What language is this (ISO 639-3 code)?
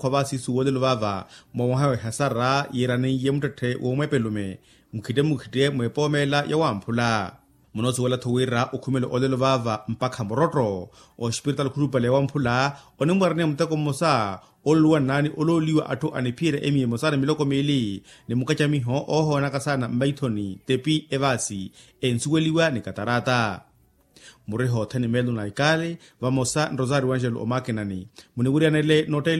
vmw